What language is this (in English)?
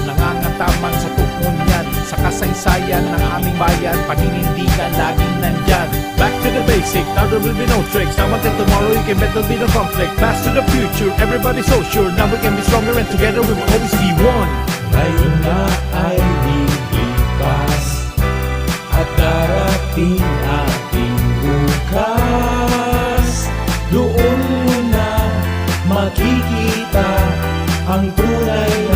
Bikol